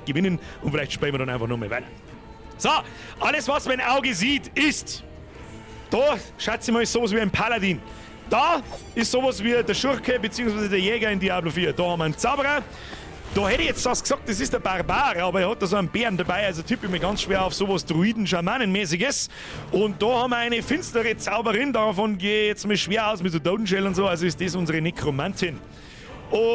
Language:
Bavarian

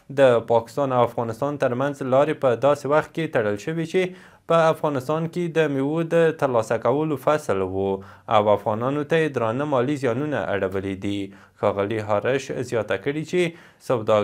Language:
Pashto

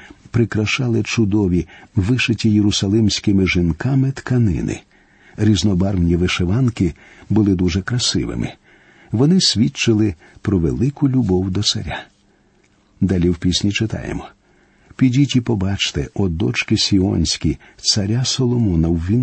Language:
Ukrainian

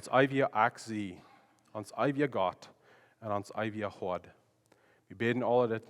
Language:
Plautdietsch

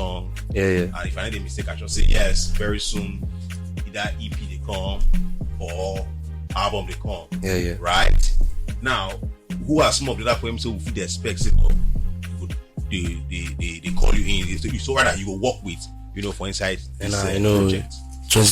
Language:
Nigerian Pidgin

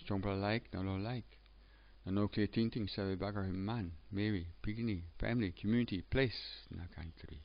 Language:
Tok Pisin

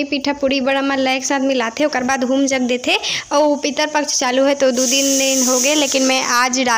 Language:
Chhattisgarhi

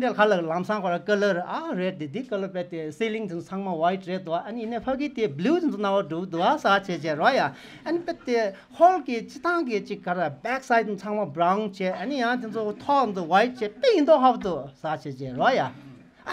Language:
Tibetan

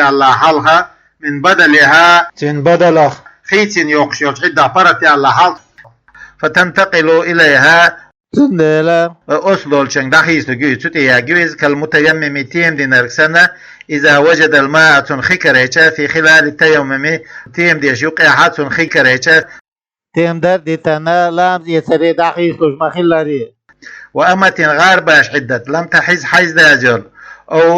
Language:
Chechen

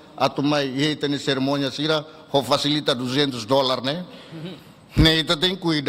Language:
Tetum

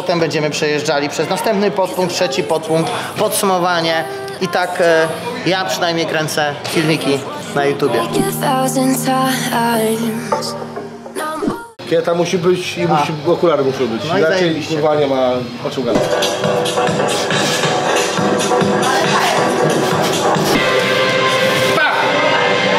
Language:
Polish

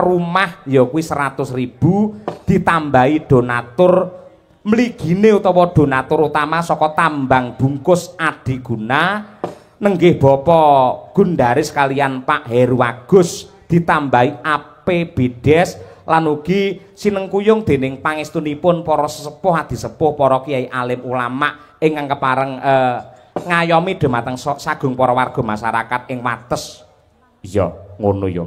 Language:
Javanese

